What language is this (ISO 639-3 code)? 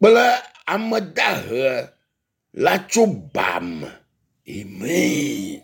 ewe